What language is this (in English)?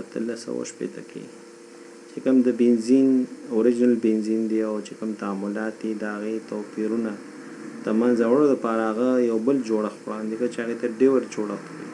Pashto